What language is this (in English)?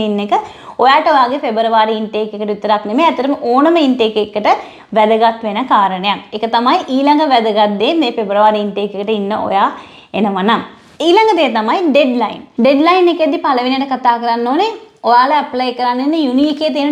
Sinhala